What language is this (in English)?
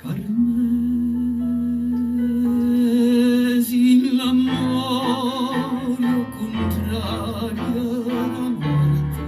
Neapolitan